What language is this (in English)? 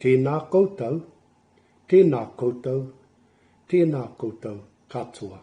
Māori